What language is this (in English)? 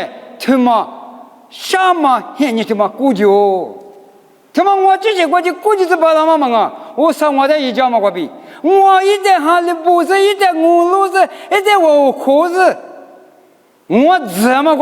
Lisu